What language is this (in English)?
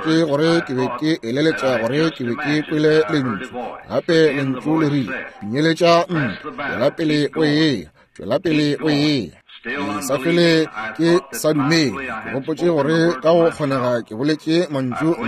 Northern Sotho